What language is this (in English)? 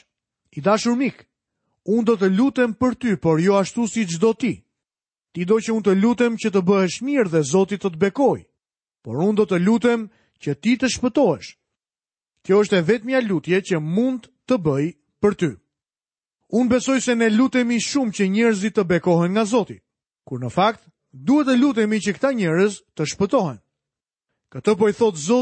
Albanian